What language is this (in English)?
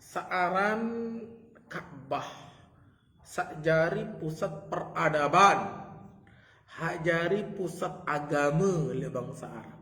Sasak